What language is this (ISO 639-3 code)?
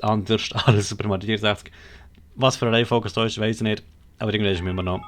gsw